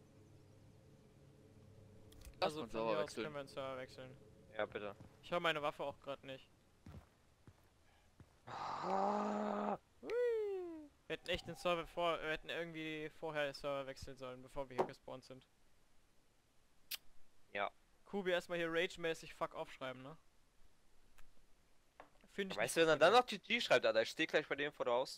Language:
German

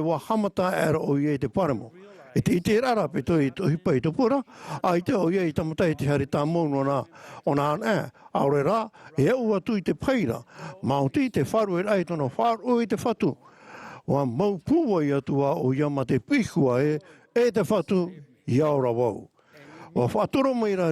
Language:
Tahitian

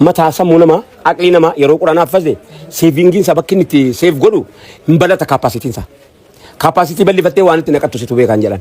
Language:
Oromo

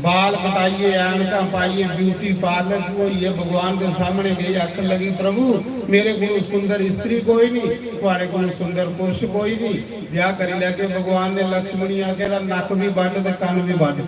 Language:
Dogri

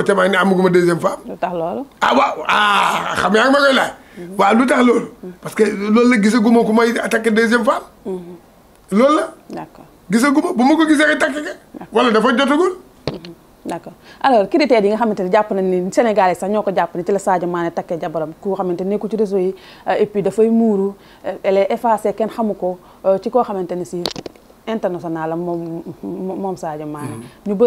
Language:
Wolof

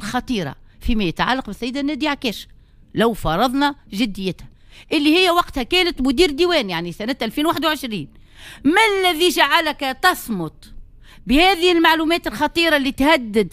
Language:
Tunisian Arabic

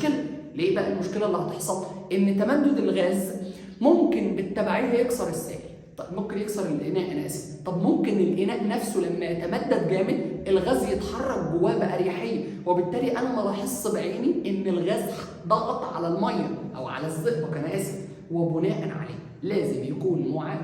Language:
Egyptian Arabic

